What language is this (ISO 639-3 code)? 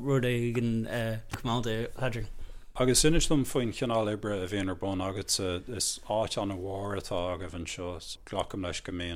gle